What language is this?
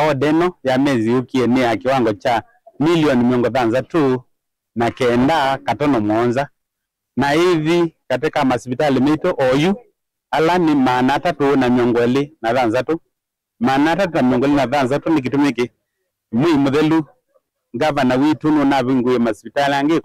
Kamba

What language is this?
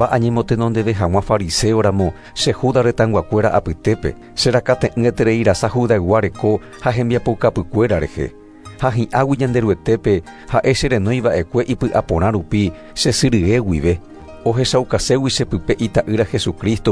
Guarani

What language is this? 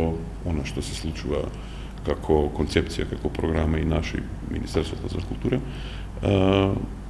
Macedonian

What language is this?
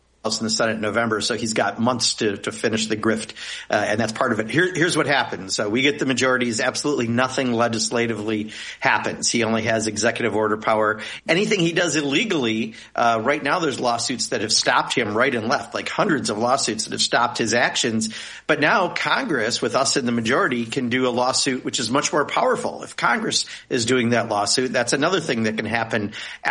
English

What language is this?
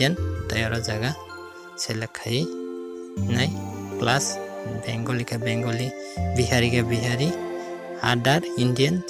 Kok Borok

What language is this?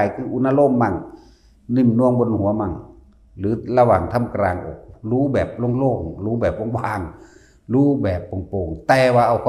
Northeastern Thai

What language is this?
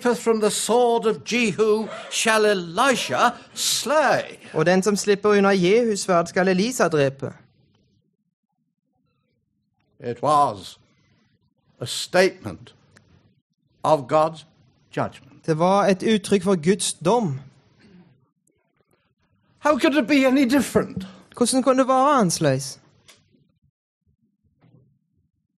Norwegian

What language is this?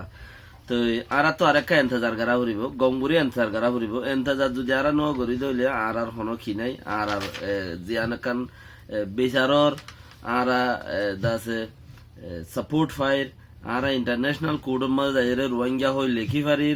Rohingya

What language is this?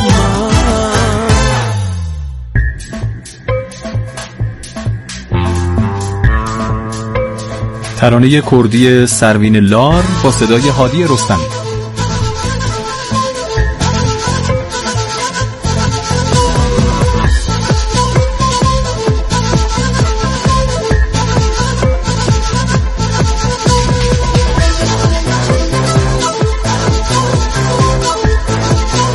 Persian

